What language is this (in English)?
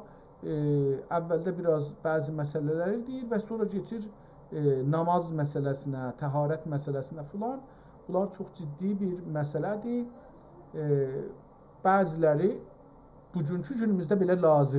South Azerbaijani